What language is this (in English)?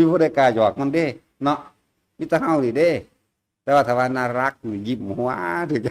Northeastern Thai